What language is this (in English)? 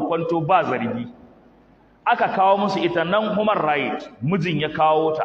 Hausa